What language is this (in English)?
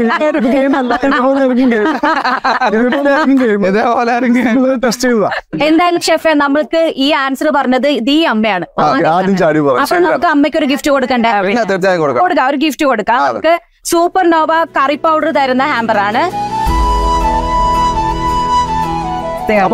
Malayalam